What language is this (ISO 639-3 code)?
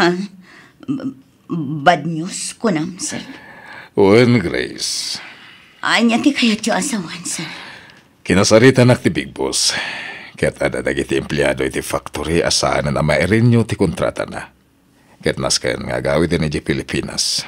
ilo